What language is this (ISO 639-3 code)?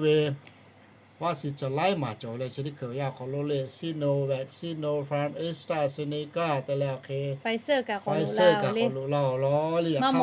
lhu